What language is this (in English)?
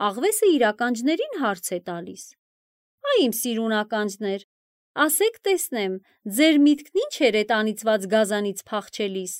Armenian